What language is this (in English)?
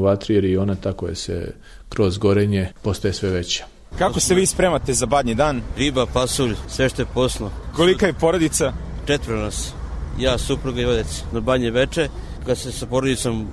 Serbian